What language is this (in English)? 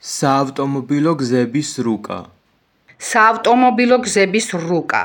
Georgian